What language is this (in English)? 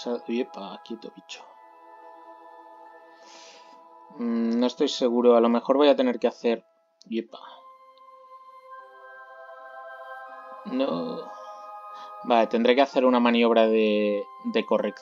Spanish